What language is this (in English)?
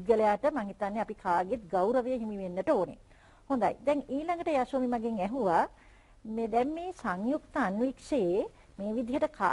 Sinhala